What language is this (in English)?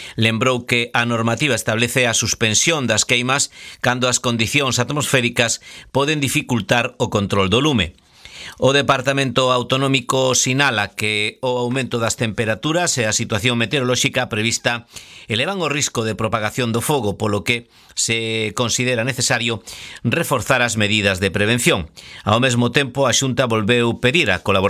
Galician